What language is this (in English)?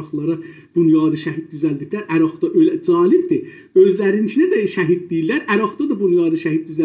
South Azerbaijani